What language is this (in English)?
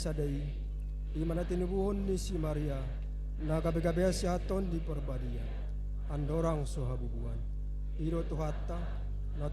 Batak Toba